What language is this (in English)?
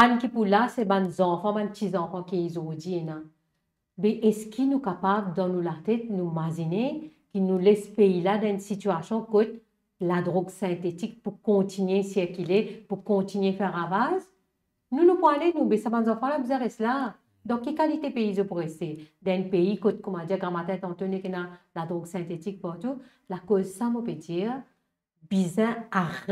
Morisyen